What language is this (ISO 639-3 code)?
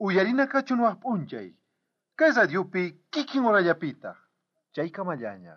quh